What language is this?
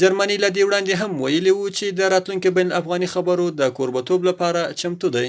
Pashto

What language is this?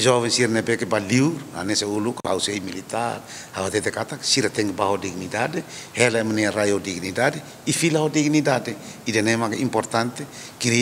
Tetum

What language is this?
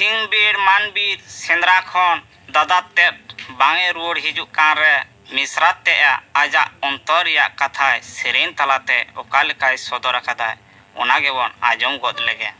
Santali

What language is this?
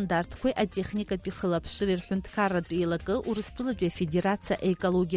Abkhazian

